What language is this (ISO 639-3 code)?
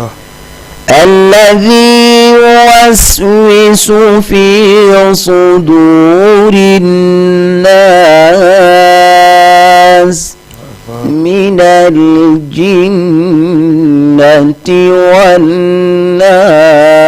ful